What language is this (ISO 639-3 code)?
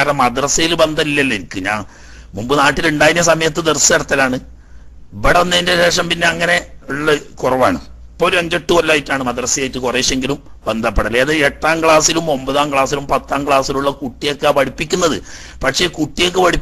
mal